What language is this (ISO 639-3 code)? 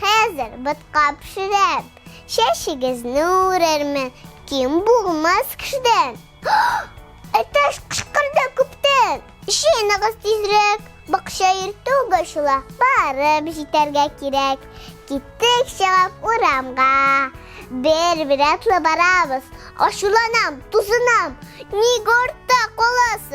tat